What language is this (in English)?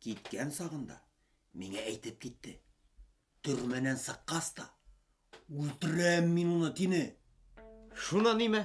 Bashkir